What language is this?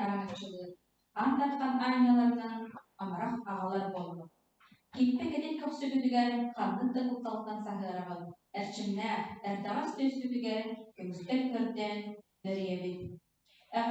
Yakut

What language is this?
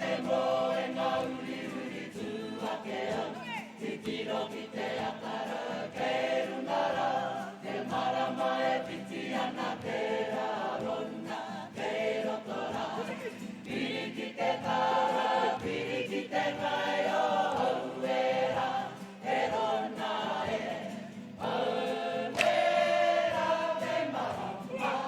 Māori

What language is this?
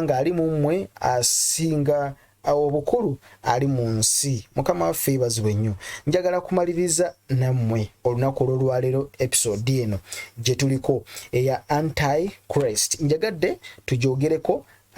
Ganda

